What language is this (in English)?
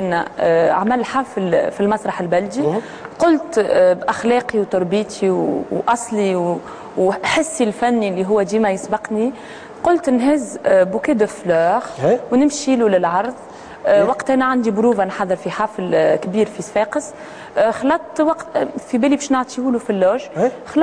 Tunisian Arabic